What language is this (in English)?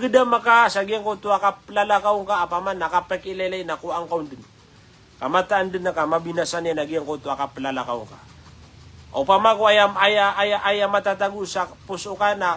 Maranao